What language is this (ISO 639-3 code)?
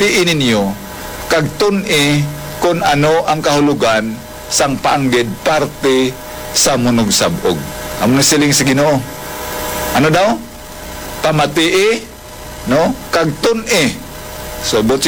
hil